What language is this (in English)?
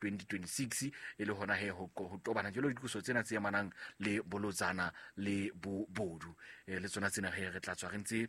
Southern Sotho